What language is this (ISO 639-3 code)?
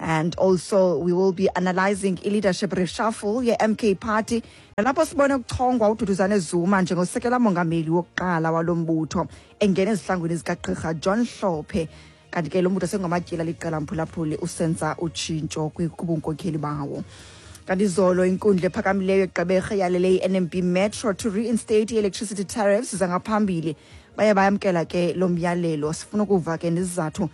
xho